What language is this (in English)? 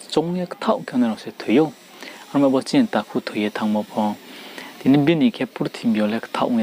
Riang (India)